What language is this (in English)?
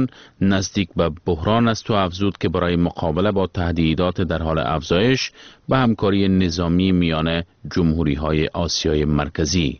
Persian